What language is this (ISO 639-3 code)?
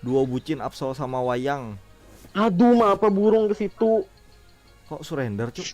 bjn